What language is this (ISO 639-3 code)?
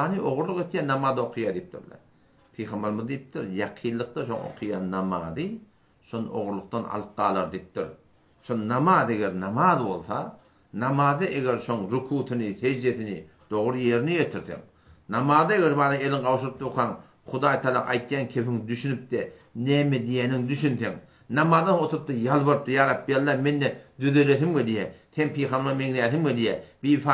tuk